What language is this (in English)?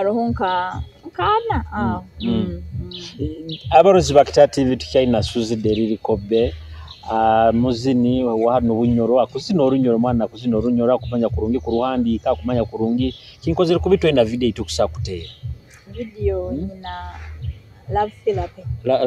Nyoro